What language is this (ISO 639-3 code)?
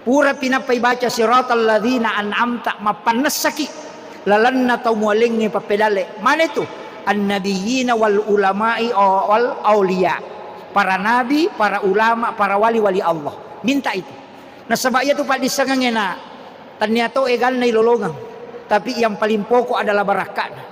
bug